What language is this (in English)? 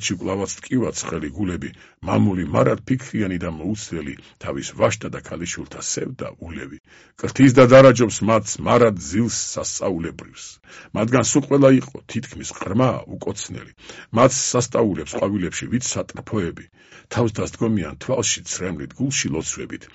Georgian